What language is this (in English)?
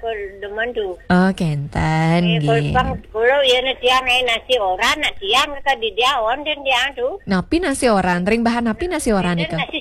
Balinese